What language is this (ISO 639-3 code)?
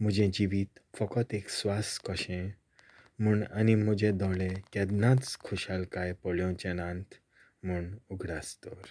kok